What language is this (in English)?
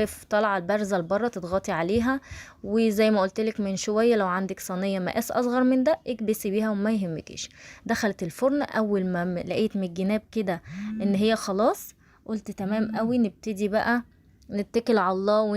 Egyptian Arabic